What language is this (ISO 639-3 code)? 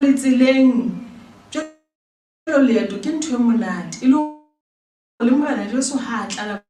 sot